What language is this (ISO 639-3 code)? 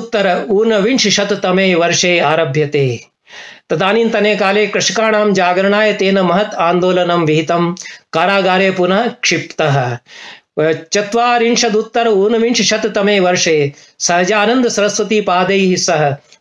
san